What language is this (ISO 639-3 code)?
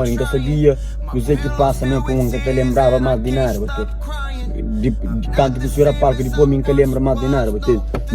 kea